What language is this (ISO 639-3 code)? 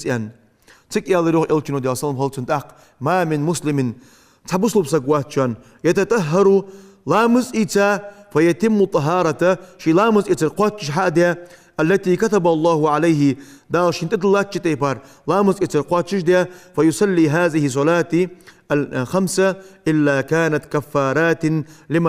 inh